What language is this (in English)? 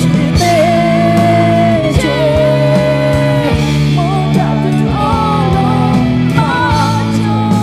Lahu